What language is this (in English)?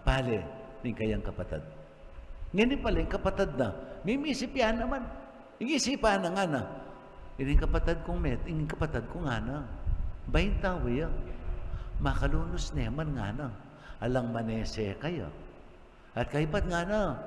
Pampanga